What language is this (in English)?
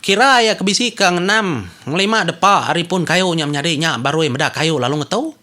Iban